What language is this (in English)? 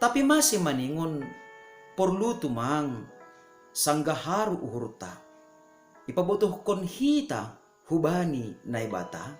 Batak Simalungun